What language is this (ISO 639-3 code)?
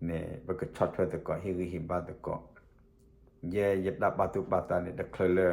ksw